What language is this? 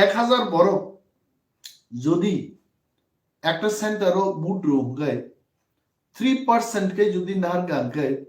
Kok Borok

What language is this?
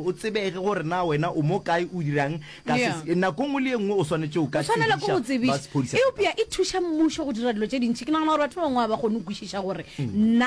Northern Sotho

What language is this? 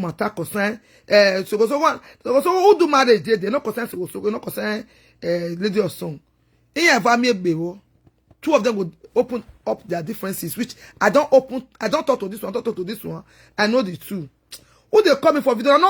Nigerian Pidgin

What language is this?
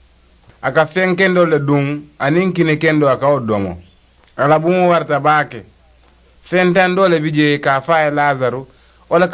Mandingo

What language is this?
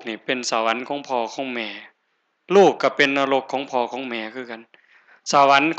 Northeastern Thai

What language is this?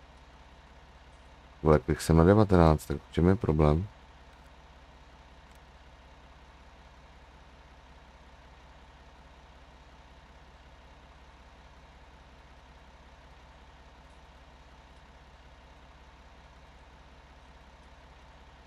Czech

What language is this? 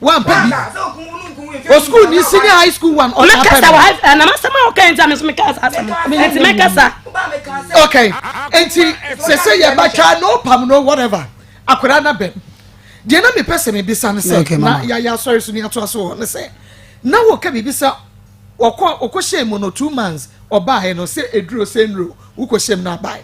Akan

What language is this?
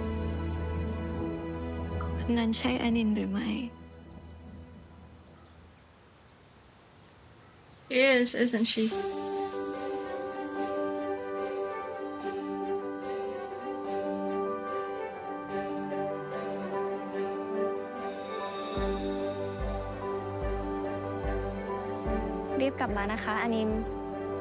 Thai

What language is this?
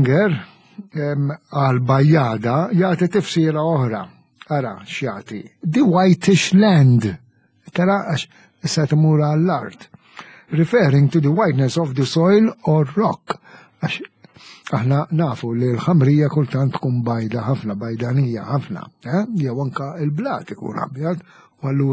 Maltese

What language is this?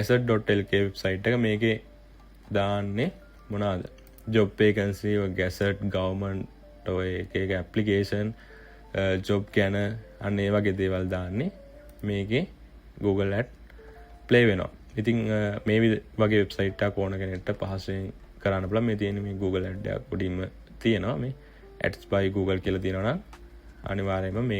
Sinhala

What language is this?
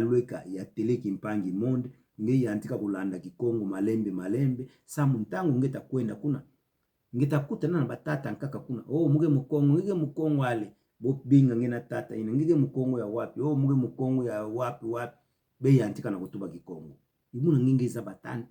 Kituba (Democratic Republic of Congo)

